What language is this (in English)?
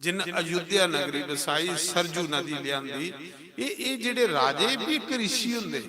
Dogri